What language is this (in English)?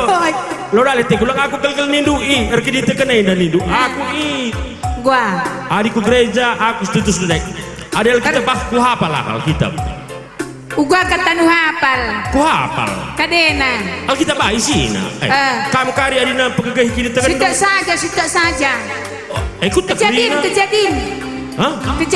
Batak Karo